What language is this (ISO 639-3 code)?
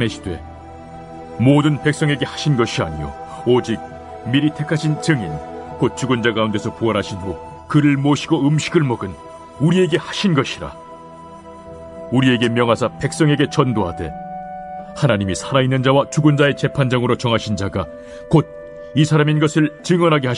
kor